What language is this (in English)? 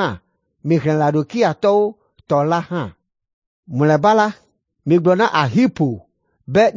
Ewe